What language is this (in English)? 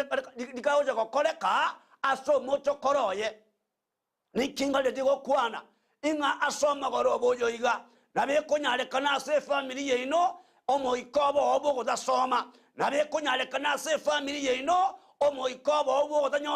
Gusii